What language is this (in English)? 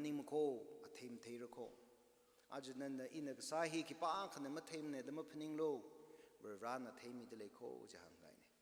Tangkhul Naga (India)